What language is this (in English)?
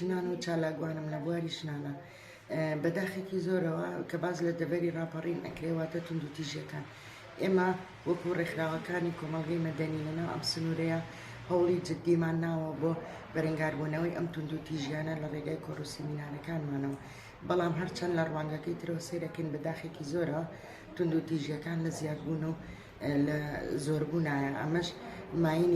Central Kurdish